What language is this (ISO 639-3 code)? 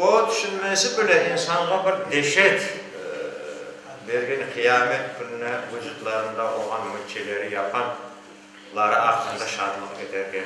crh